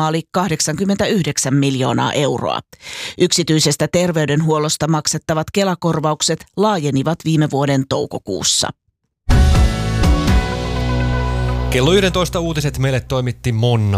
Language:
Finnish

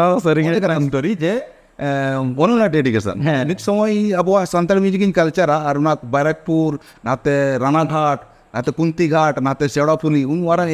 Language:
Santali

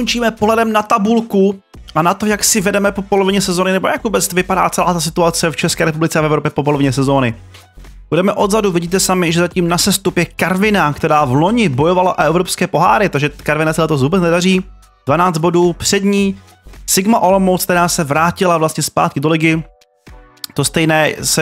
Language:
Czech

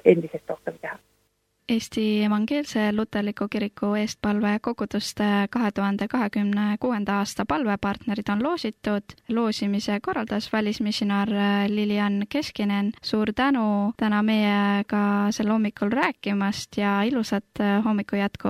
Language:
Estonian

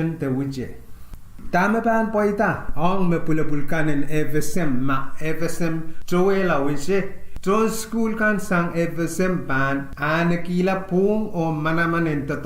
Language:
Pohnpeian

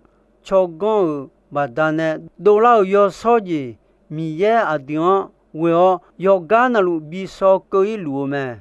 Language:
Akha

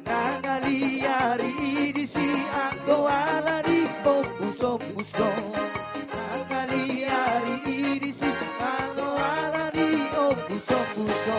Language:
Batak Toba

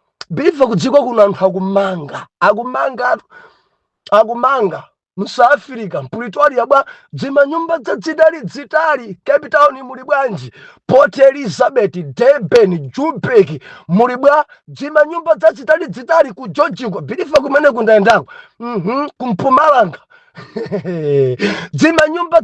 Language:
Nyanja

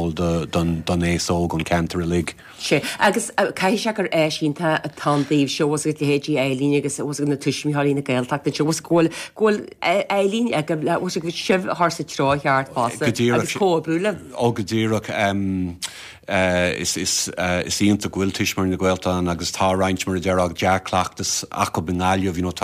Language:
Irish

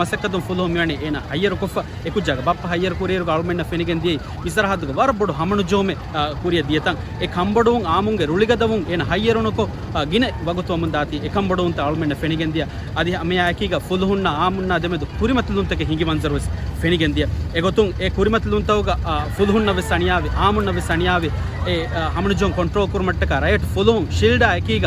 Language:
Divehi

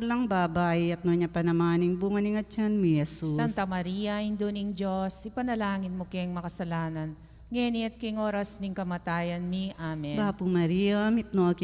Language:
Pampanga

